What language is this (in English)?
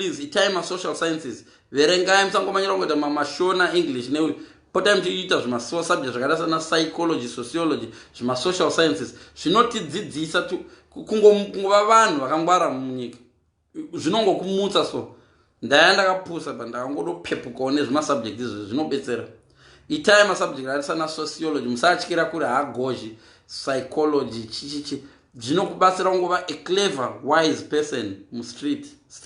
Shona